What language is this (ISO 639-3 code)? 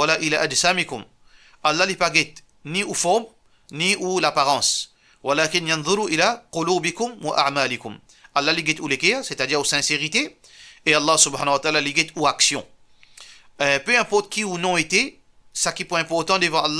mfe